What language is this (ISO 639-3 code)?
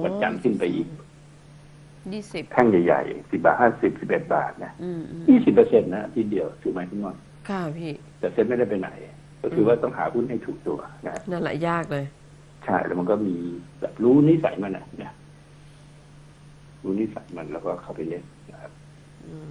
tha